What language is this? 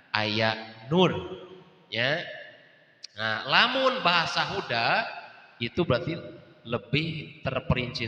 Sundanese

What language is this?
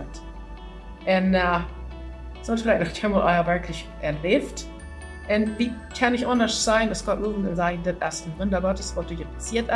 Plautdietsch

